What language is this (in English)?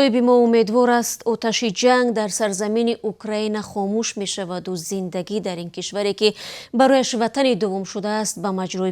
Tajik